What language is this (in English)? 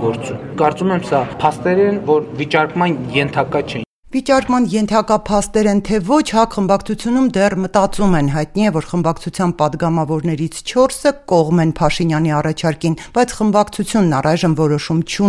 Armenian